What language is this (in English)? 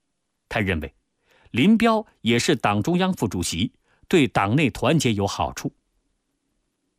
Chinese